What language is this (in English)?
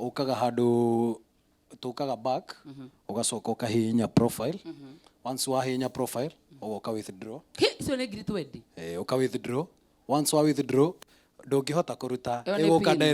Kikuyu